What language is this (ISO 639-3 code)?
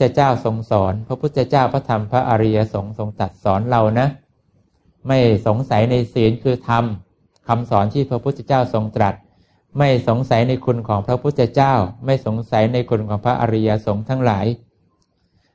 tha